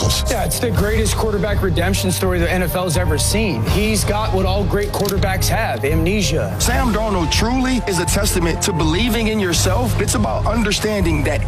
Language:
English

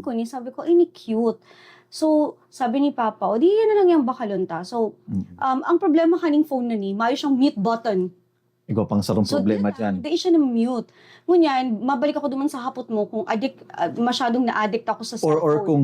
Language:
Bikol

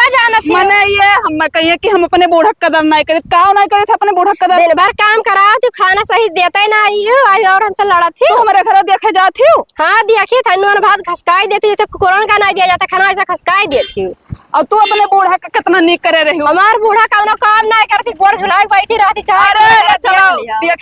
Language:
Awadhi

